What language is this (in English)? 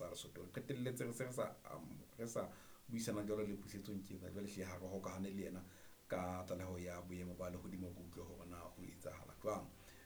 Southern Sotho